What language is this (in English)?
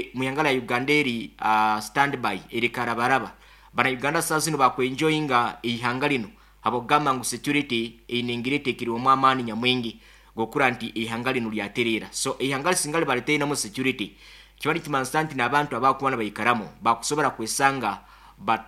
Nyoro